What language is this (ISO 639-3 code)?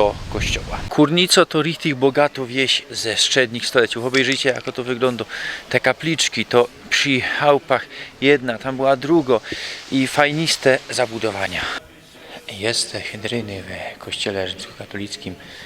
szl